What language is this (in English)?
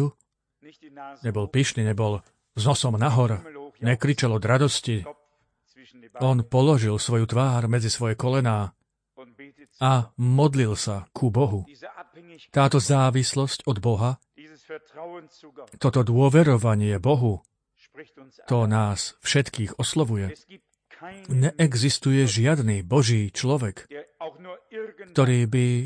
Slovak